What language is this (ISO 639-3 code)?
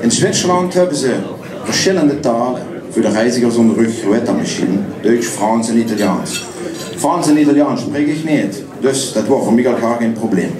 lim